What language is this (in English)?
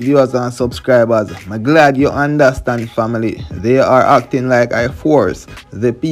Jamaican Creole English